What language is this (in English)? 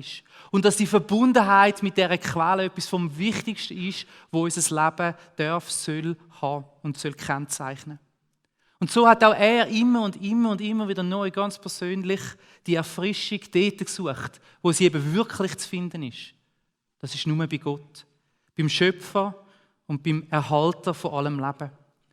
Swiss German